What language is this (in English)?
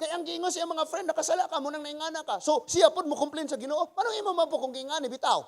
Cebuano